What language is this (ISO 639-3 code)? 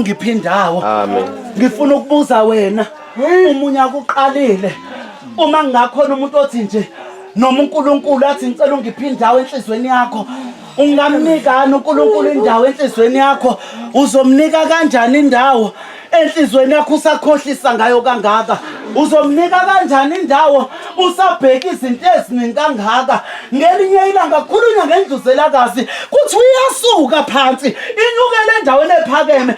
zul